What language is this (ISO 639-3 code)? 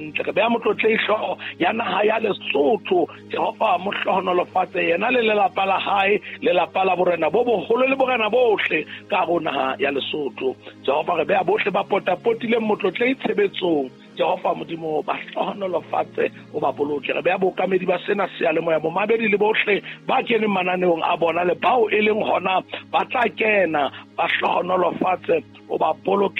sot